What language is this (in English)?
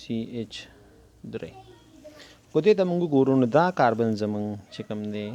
Pashto